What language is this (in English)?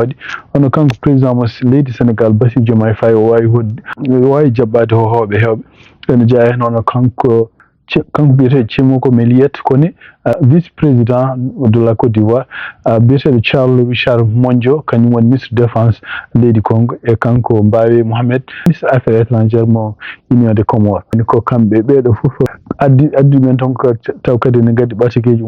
Fula